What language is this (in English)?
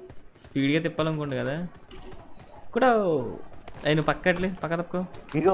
Telugu